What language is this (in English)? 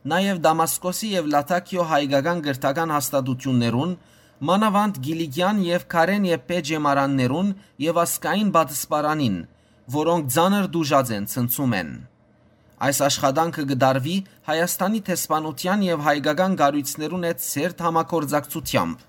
Western Armenian